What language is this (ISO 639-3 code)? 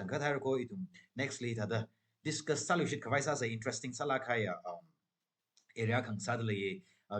nmf